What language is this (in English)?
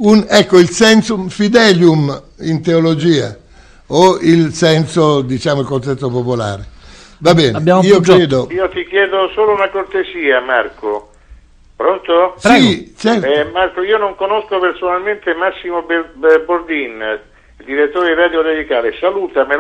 Italian